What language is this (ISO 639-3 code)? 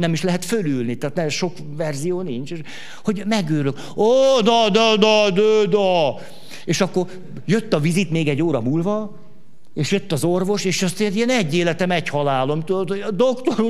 hun